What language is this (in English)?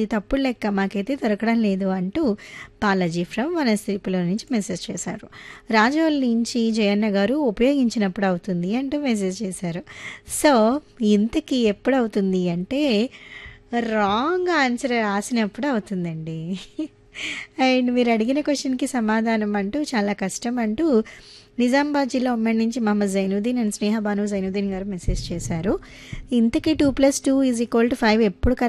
Telugu